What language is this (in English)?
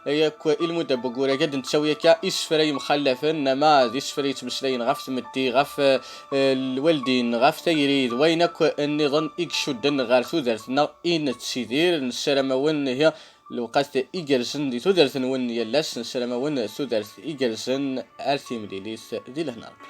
Kabyle